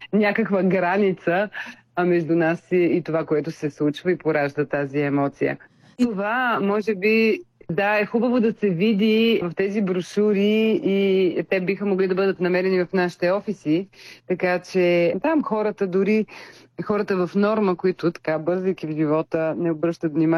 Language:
Bulgarian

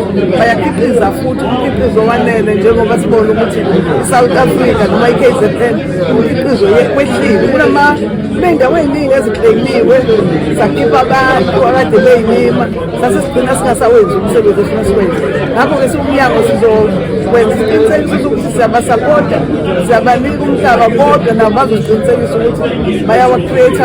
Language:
Zulu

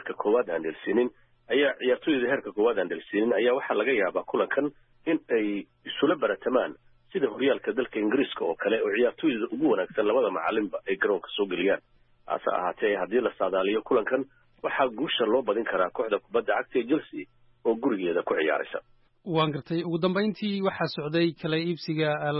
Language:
Somali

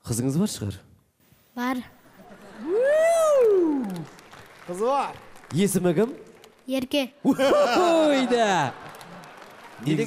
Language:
Kazakh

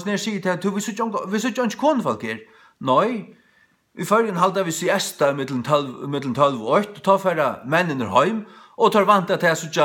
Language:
Faroese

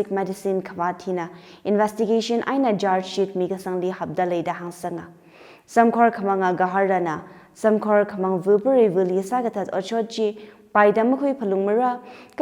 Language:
Tangkhul Naga (India)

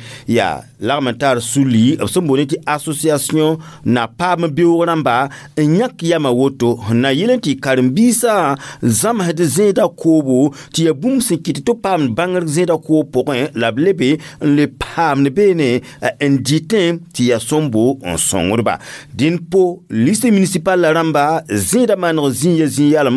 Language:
Mossi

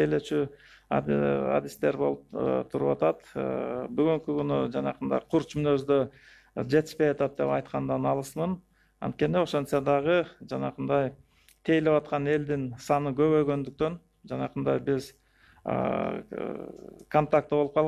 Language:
Kyrgyz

